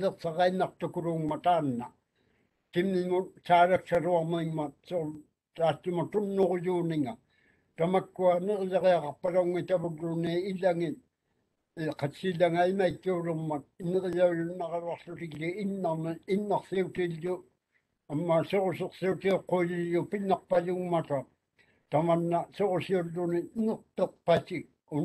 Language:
Māori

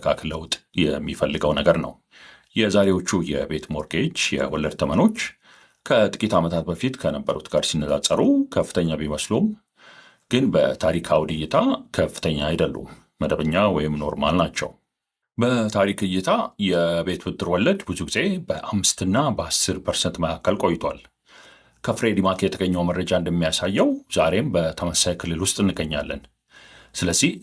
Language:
Amharic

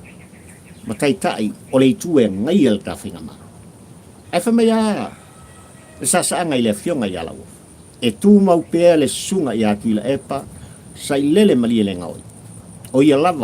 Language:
Samoan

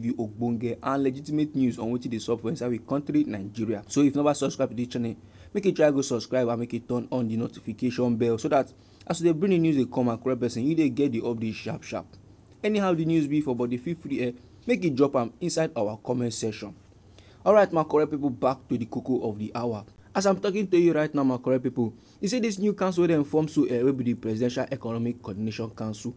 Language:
Nigerian Pidgin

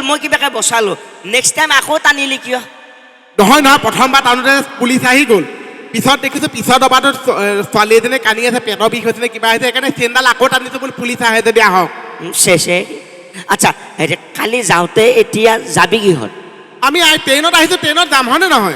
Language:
Assamese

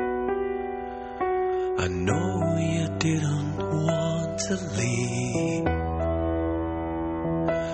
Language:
Russian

